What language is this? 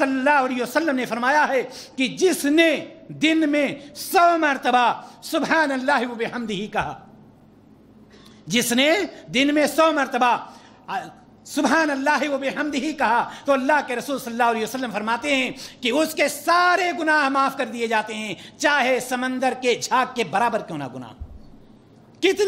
Urdu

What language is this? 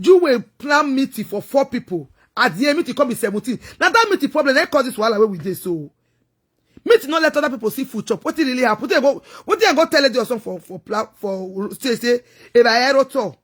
Nigerian Pidgin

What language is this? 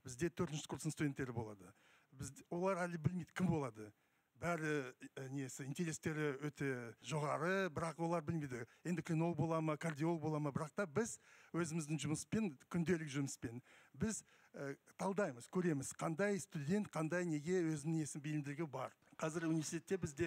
Kazakh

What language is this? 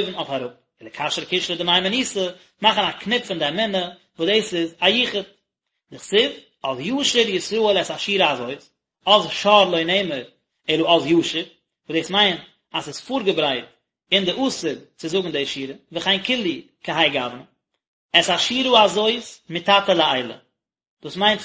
Yiddish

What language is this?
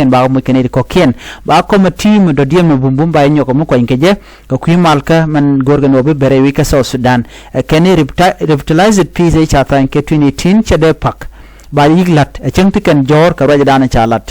Nuer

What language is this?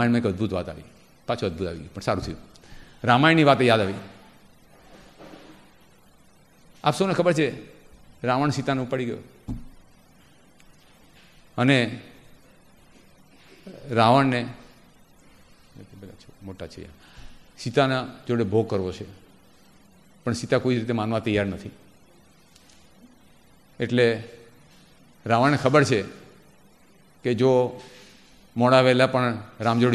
Gujarati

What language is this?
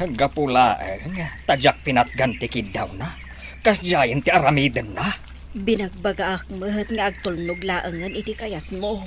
Iloko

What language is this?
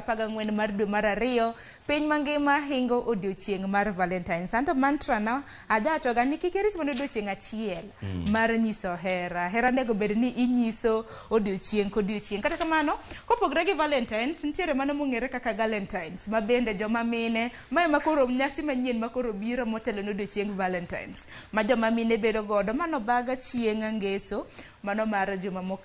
Luo (Kenya and Tanzania)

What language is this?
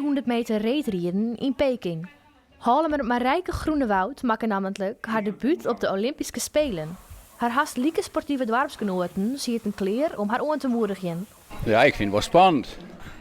Western Frisian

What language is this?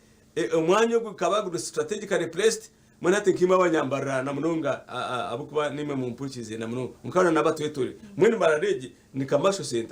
Nyankole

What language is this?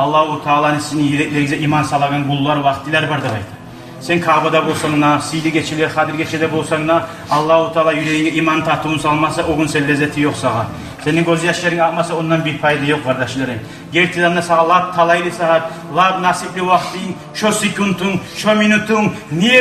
Kumyk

